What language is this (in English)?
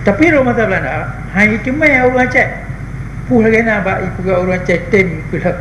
Achinese